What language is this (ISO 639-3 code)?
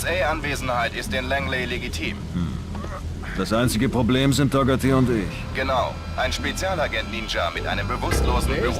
bar